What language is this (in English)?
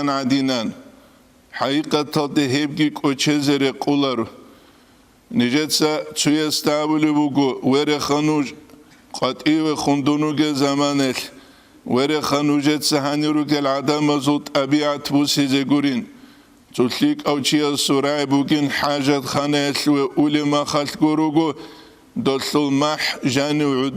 Avaric